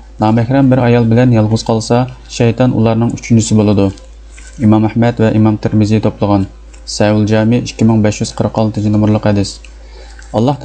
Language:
Uyghur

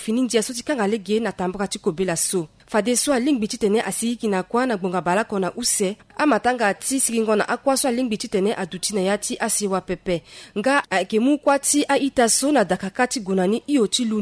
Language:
Sango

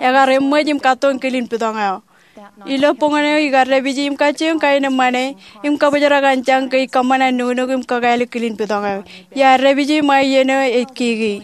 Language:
Marshallese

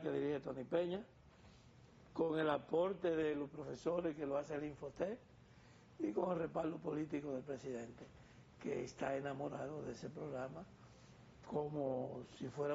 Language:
Spanish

